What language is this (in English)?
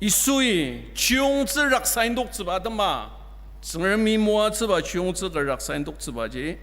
Ao Naga